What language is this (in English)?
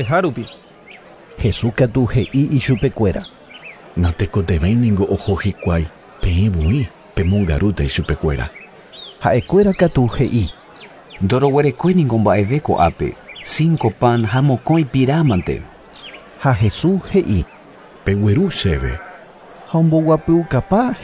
Guarani